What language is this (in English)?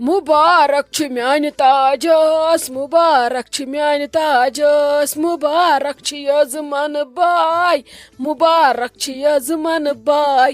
Kashmiri